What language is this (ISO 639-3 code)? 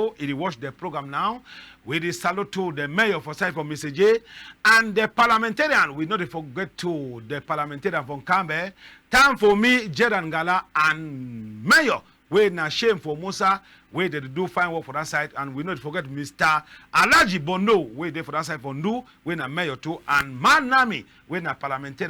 wes